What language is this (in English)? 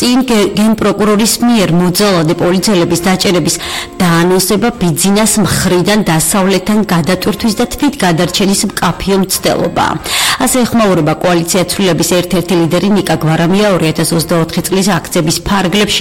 Georgian